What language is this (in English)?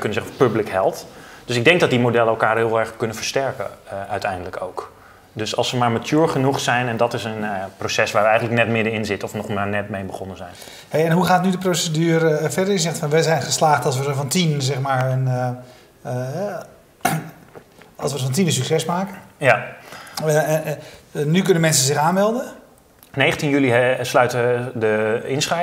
Dutch